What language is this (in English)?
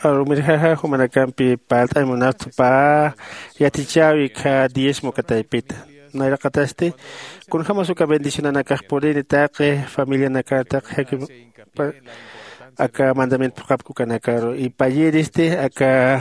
Aymara